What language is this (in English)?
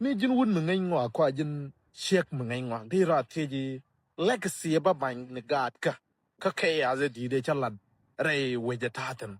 Nuer